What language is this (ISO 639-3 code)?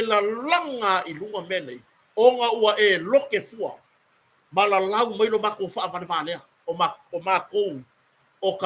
smo